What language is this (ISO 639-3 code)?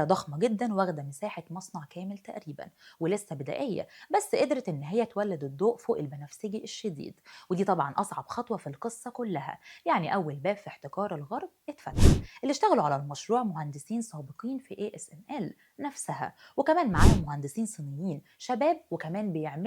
arz